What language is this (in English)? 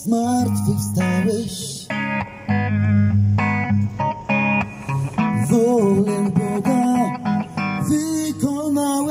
Polish